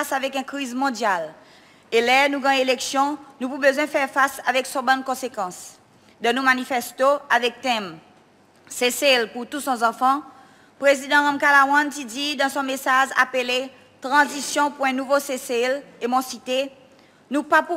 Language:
Seselwa Creole French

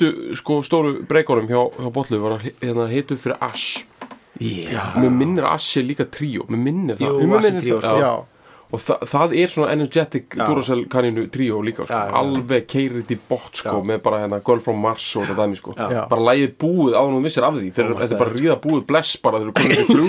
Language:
Icelandic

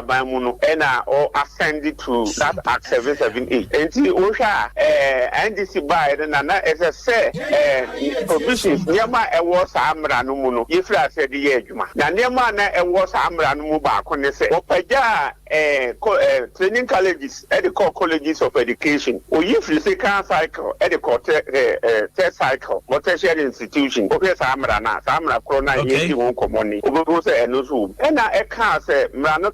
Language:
Akan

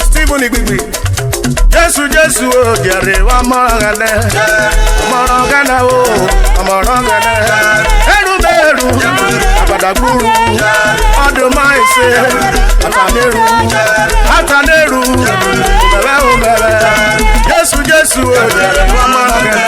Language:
Urhobo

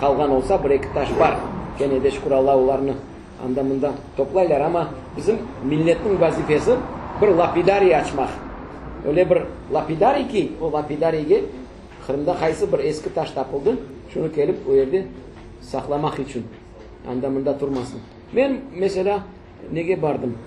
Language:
Crimean Tatar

